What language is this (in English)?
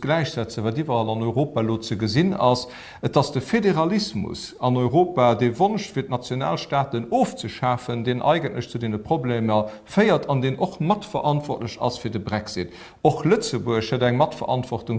Luxembourgish